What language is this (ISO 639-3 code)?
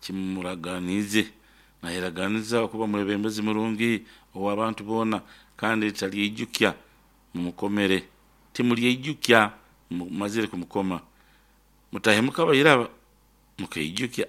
nyo